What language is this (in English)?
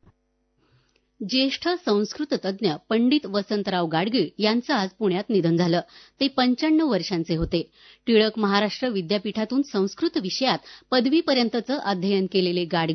Marathi